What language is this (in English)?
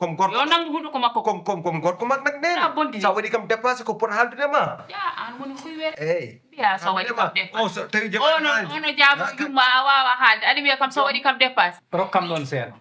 Fula